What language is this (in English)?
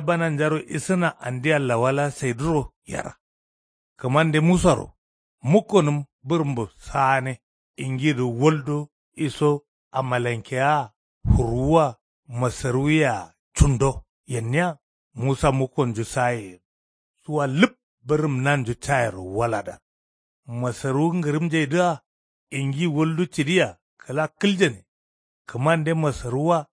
Kanuri